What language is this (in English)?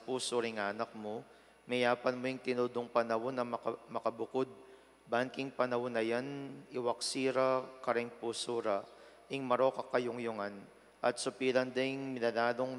Pampanga